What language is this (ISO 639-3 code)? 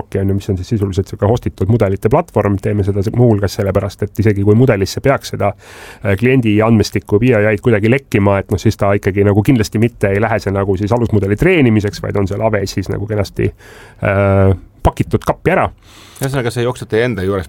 est